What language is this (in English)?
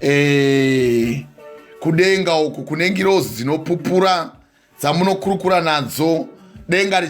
Shona